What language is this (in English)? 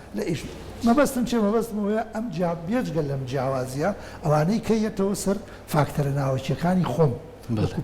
Central Kurdish